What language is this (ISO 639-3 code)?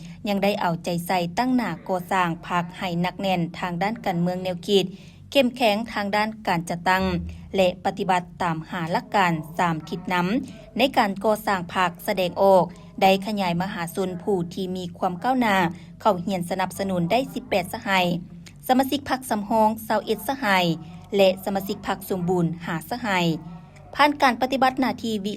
lao